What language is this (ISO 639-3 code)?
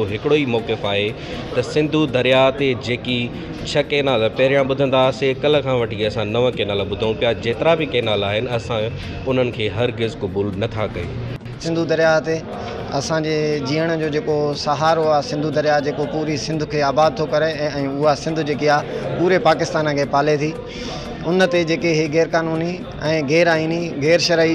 snd